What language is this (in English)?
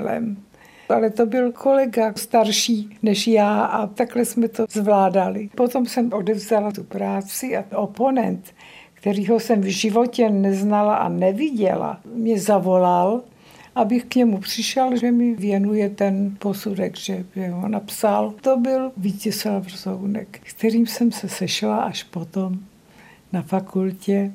Czech